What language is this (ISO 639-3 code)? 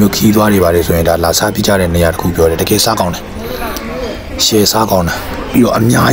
mya